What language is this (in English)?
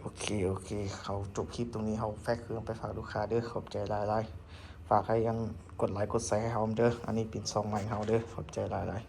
Lao